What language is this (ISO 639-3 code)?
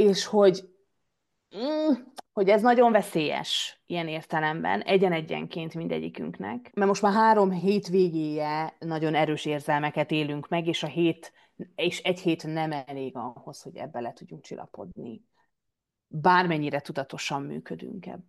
hun